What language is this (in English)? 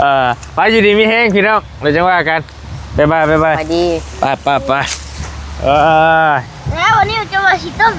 Northeastern Thai